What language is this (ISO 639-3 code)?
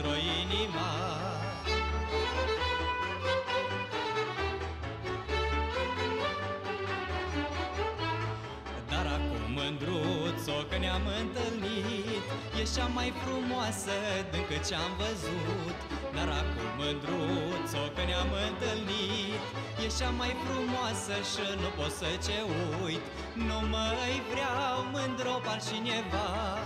ron